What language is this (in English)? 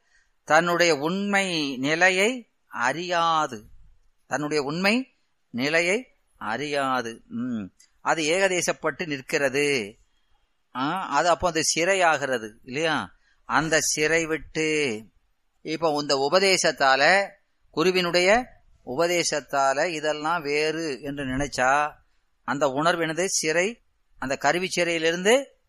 Tamil